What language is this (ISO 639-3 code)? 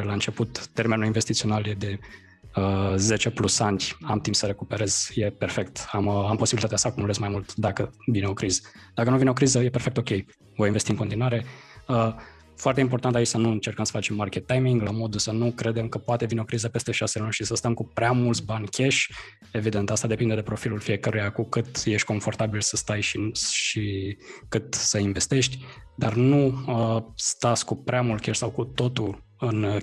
ron